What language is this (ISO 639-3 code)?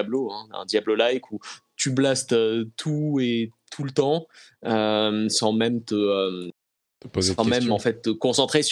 fra